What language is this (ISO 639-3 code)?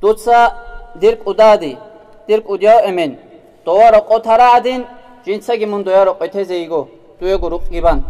ava